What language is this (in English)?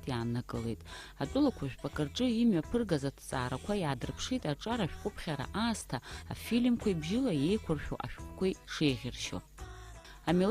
Abkhazian